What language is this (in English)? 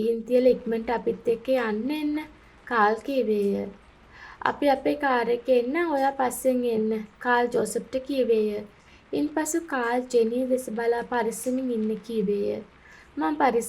Sinhala